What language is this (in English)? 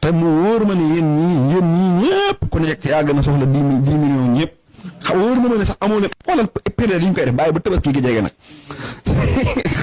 Wolof